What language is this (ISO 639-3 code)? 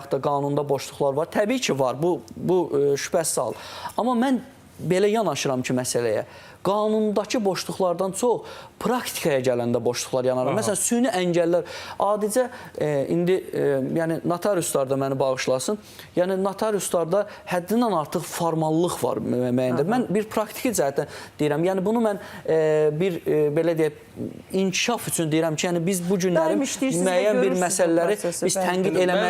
aze